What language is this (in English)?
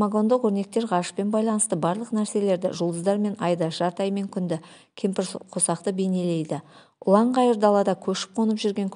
Kazakh